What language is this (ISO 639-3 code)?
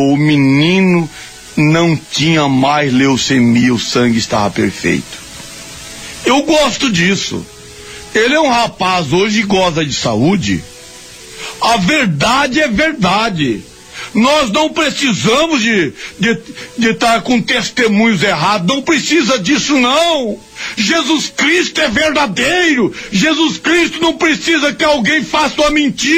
por